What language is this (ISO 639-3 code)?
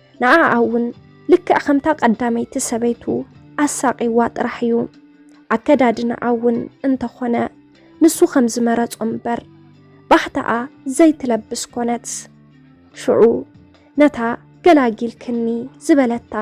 tir